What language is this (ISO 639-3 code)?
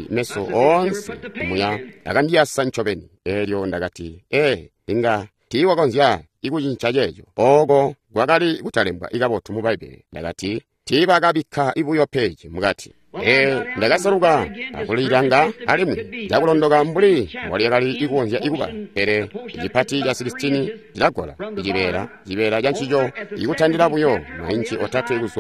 toi